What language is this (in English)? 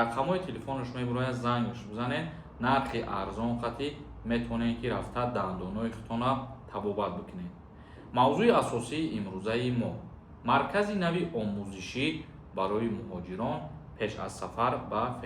Tajik